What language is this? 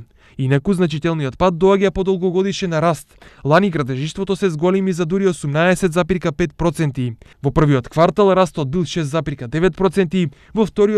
Macedonian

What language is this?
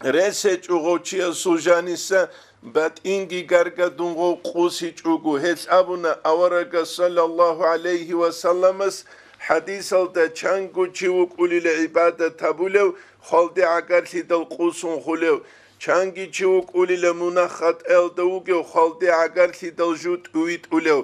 Avaric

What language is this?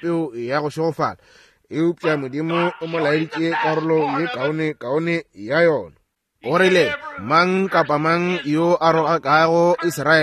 Northern Sotho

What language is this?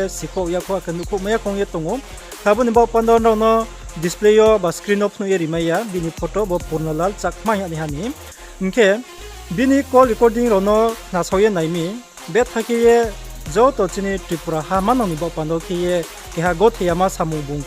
Riang (India)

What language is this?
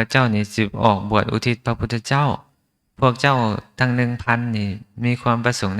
Lao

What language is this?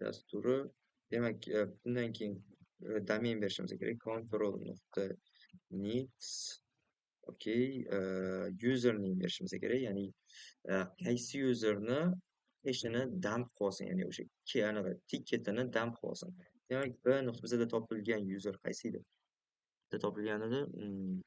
Uzbek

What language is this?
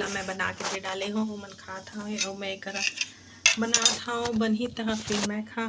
Chhattisgarhi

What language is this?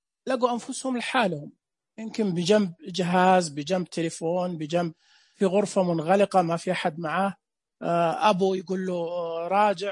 Najdi Arabic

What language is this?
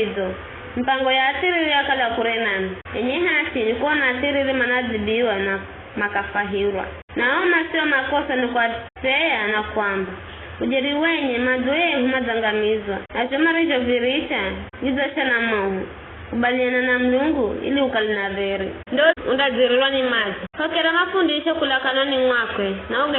Giryama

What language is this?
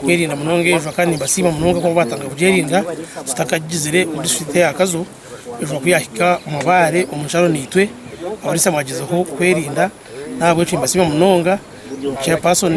Nyankole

